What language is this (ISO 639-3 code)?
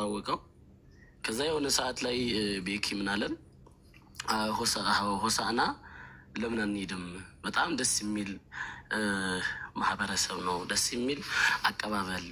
amh